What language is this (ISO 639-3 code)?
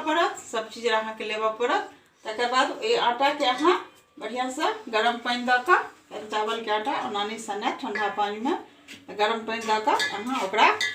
mai